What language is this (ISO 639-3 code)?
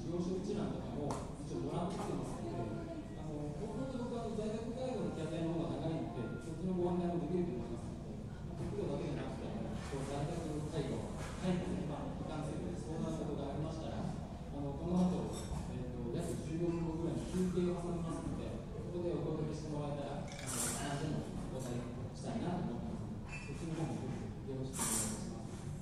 jpn